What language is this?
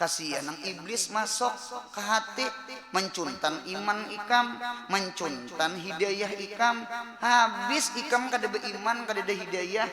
Banjar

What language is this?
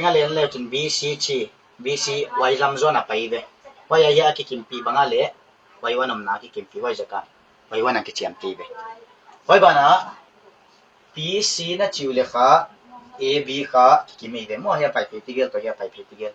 Paite Chin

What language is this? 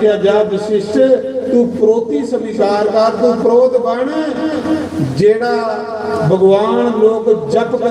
Dogri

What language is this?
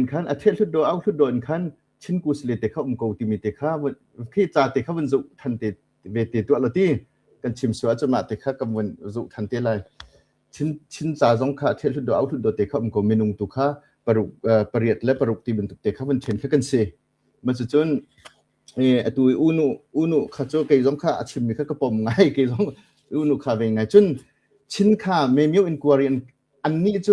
Hakha Chin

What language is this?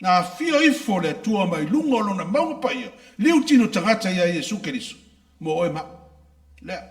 Samoan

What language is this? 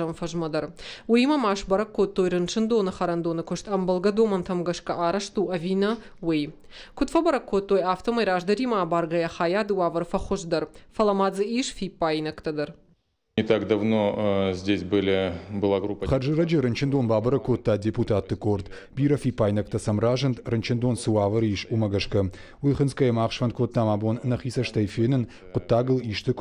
Ossetic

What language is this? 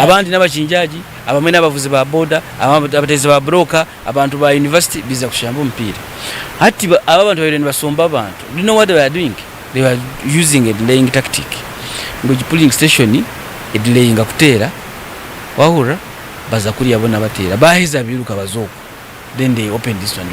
Nyankole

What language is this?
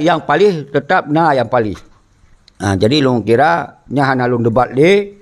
Achinese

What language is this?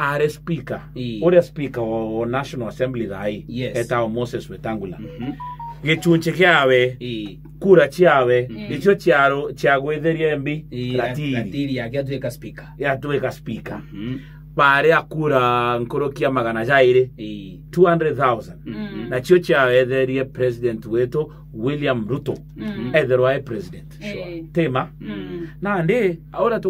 Meru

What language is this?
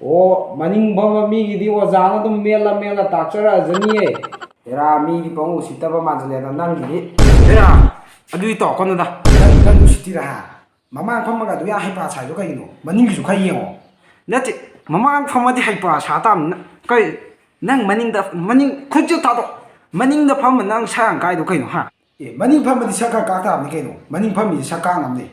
Manipuri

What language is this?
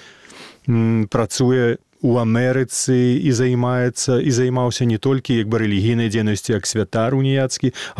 Belarusian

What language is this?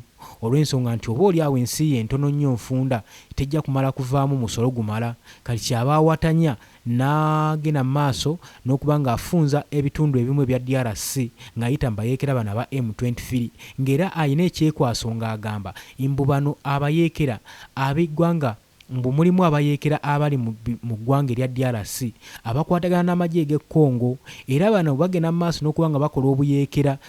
Ganda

